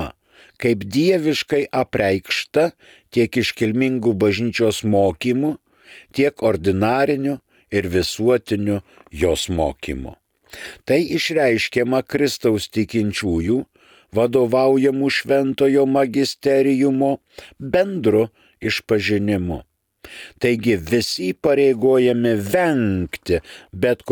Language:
Lithuanian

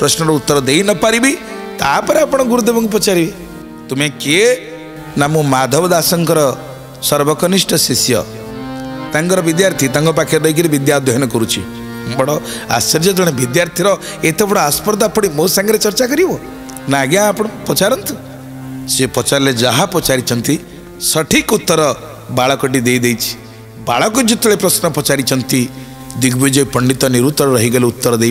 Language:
Odia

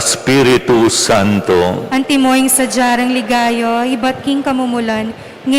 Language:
Pampanga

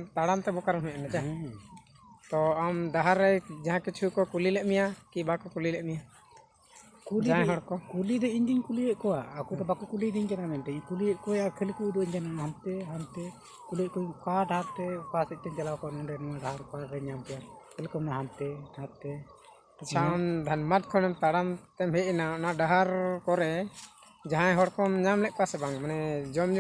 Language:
Santali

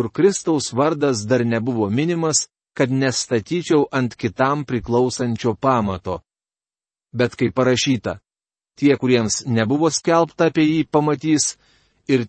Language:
Lithuanian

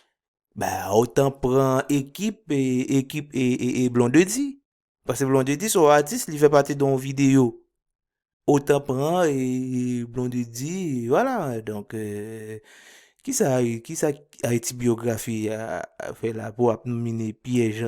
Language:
Haitian Creole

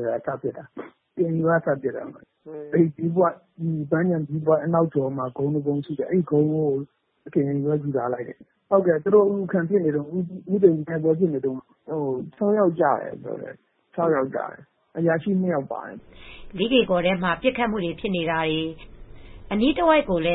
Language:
Burmese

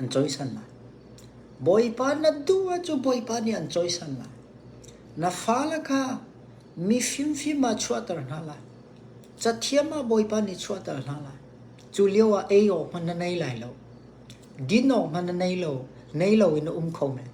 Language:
Hakha Chin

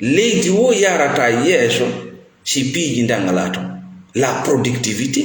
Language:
Fula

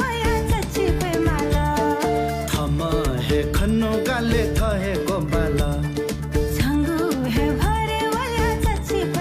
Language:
Newari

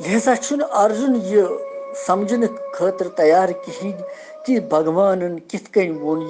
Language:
Kashmiri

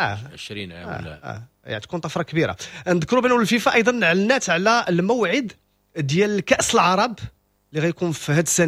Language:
Moroccan Arabic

